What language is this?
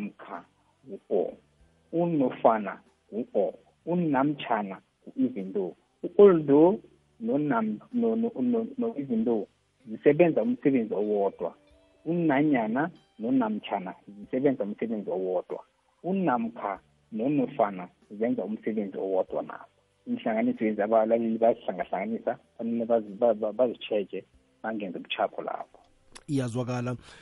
South Ndebele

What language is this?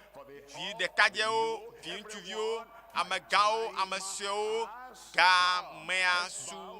Ewe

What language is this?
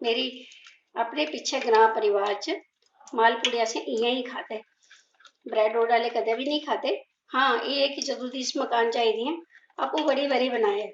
Dogri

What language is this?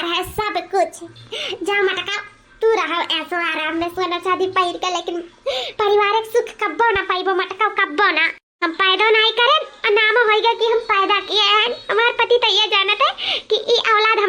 Awadhi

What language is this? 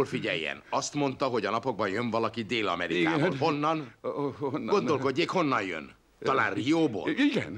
Hungarian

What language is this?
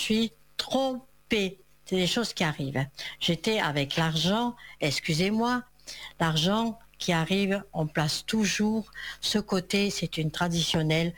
French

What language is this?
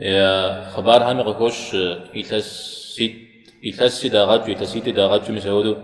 Kabardian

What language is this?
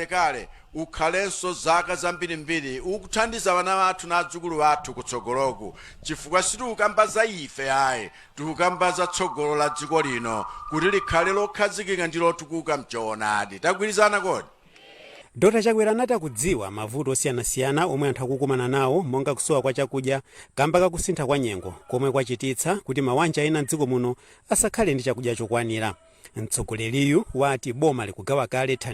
Nyanja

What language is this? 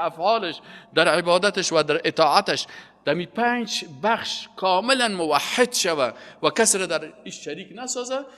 Persian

